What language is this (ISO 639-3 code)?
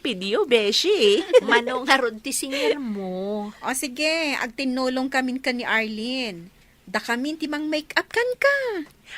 ilo